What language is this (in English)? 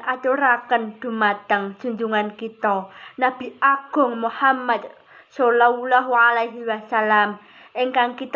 Javanese